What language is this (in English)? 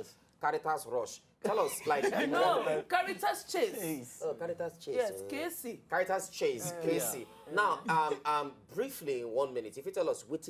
Nigerian Pidgin